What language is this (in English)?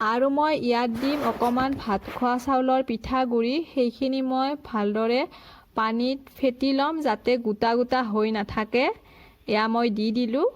Assamese